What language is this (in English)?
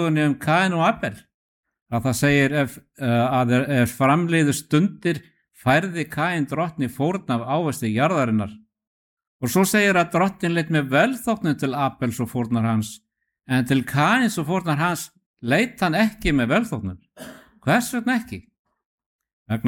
Icelandic